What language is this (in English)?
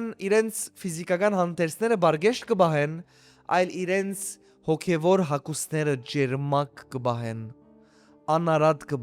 Western Armenian